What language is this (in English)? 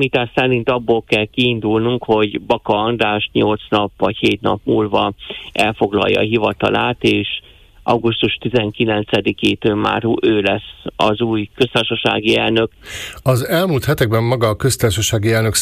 Hungarian